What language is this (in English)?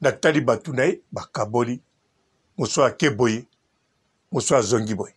Lingala